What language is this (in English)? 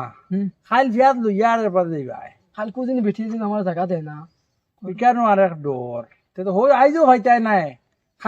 Sylheti